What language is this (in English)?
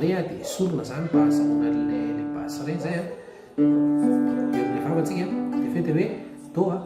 Malagasy